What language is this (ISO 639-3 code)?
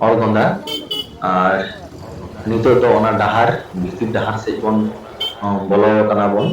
sat